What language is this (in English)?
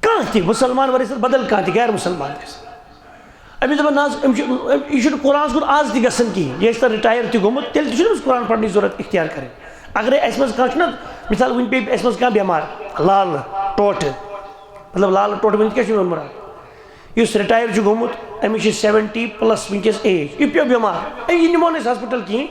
Kashmiri